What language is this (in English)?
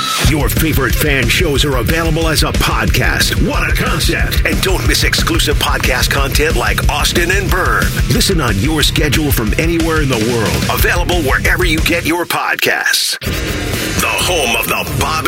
English